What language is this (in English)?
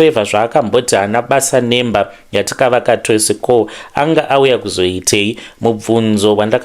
Shona